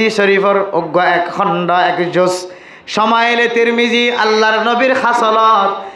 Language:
Rohingya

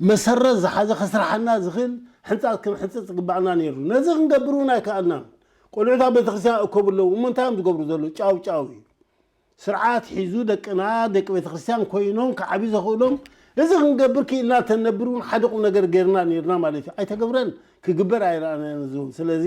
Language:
Tigrinya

